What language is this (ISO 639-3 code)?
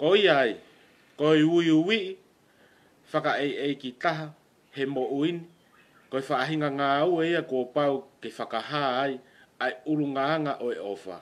ton